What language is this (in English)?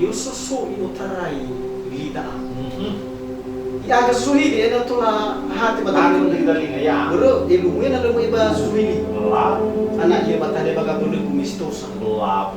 Nias